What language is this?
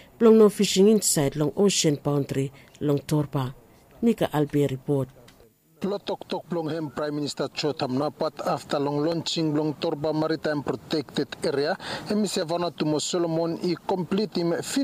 Bislama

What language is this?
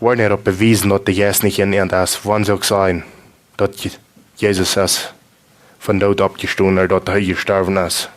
Plautdietsch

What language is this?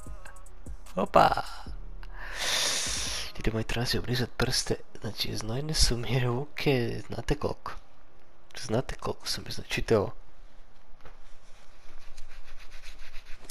Croatian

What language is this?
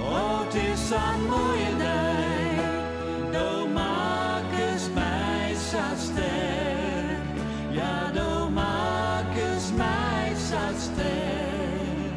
Western Frisian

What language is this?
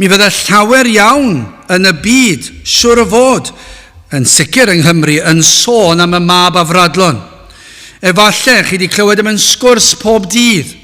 Welsh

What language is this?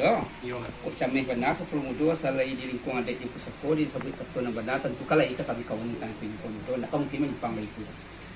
Minangkabau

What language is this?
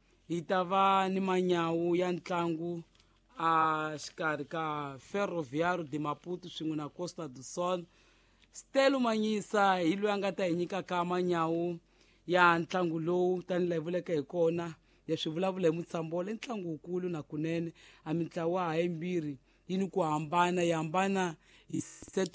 Tsonga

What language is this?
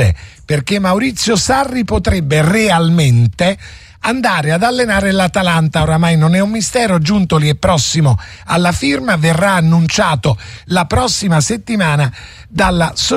Italian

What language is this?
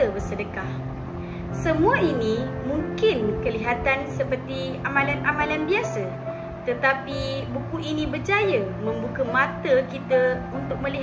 Malay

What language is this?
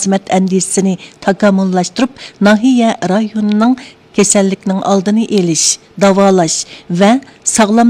Uyghur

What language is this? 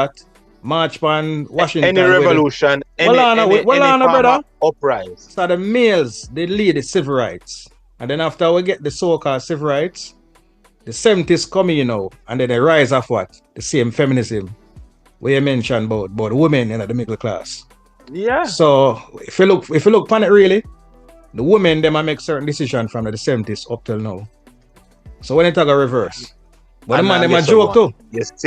Jamaican Creole English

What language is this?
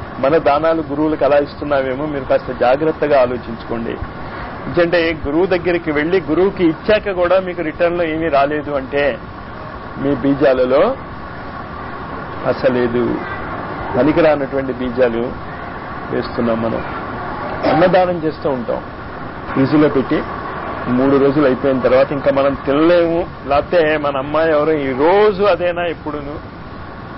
Telugu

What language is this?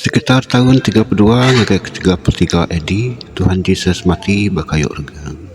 Iban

